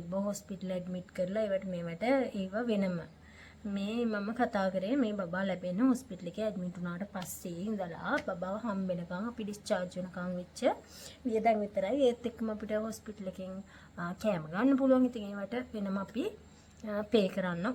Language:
Sinhala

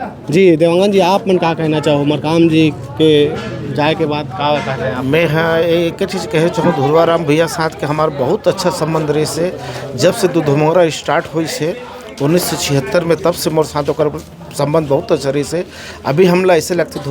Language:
Chhattisgarhi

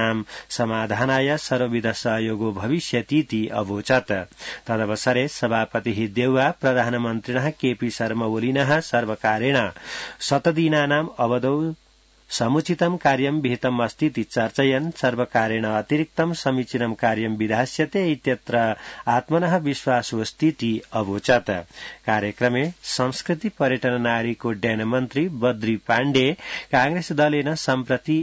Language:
Sanskrit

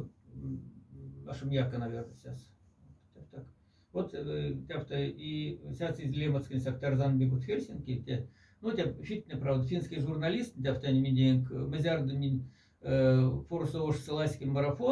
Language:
Moksha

